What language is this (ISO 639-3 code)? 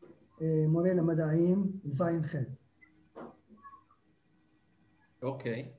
heb